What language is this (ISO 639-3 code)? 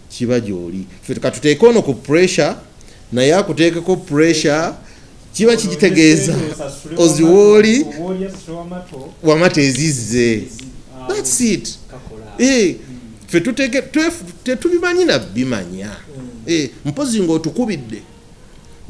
lug